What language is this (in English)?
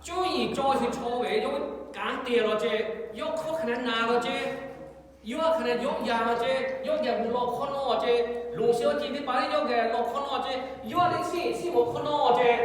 Lahu